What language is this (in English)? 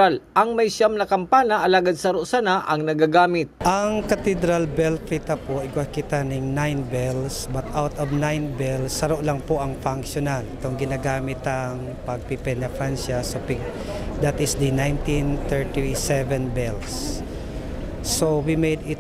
Bikol